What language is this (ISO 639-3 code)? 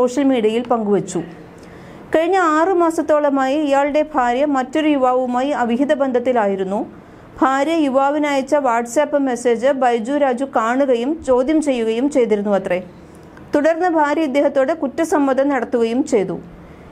mal